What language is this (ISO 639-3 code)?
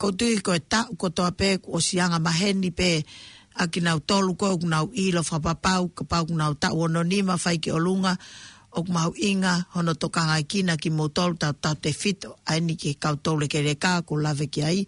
ton